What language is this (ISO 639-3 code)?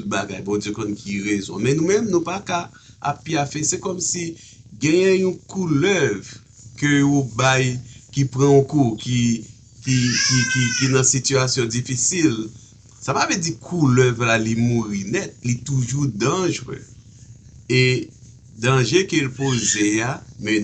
hat